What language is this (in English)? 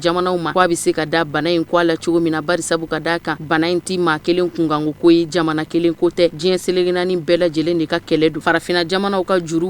Bambara